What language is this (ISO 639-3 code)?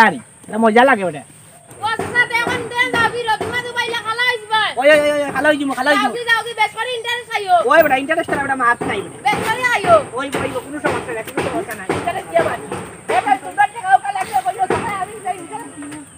syl